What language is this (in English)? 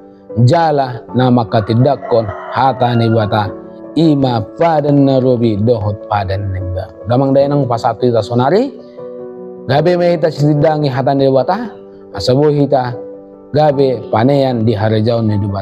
Batak Toba